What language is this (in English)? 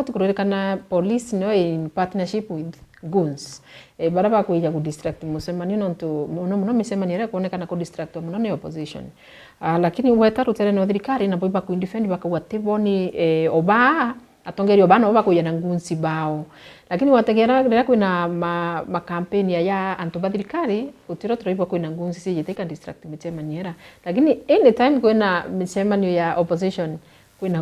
Meru